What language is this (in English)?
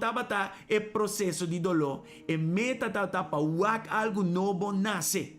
Papiamento